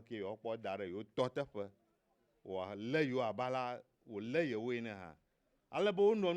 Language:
Ewe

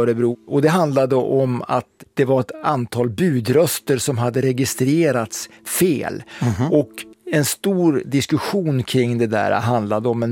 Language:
Swedish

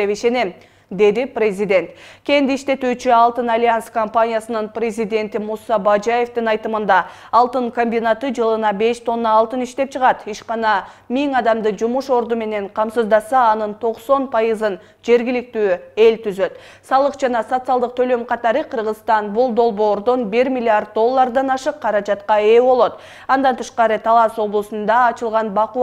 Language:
Kyrgyz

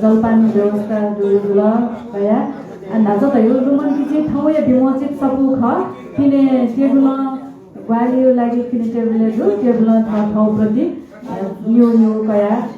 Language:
Newari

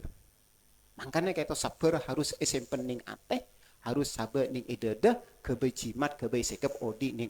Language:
Madurese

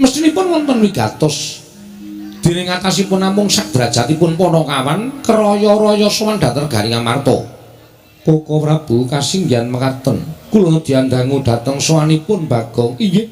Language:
Javanese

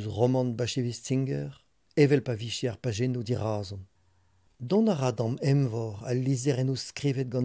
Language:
Breton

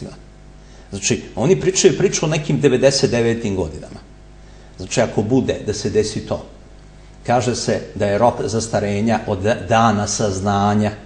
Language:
Serbian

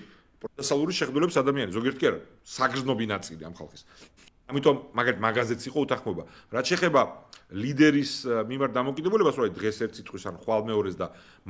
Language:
Georgian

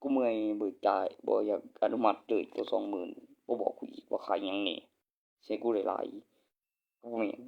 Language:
Northeastern Thai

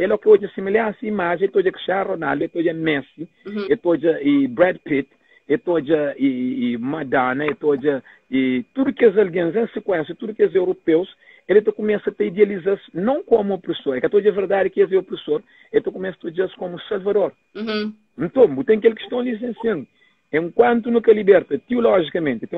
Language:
Kabuverdianu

